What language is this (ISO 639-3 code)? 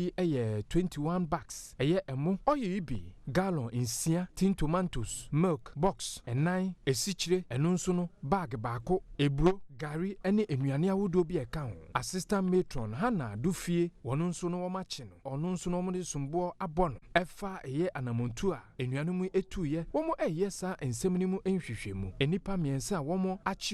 aka